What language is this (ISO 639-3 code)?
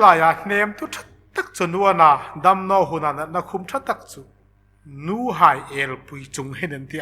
hmr